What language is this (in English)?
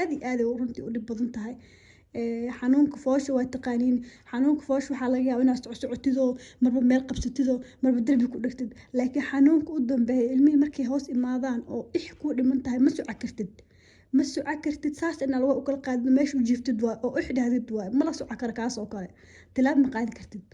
Somali